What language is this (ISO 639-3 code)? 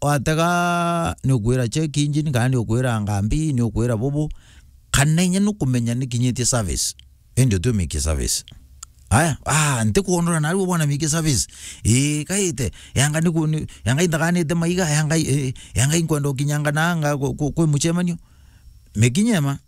mer